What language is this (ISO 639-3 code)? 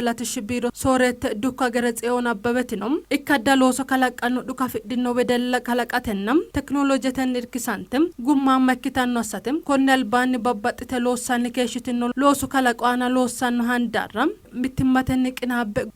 sid